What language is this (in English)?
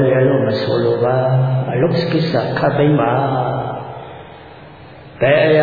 Burmese